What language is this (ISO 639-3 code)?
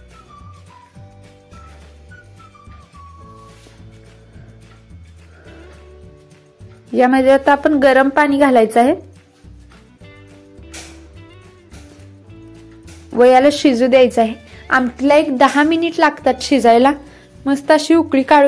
mar